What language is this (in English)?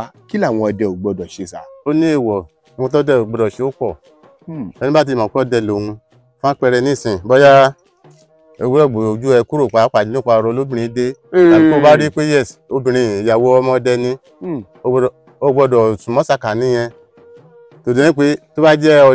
Yoruba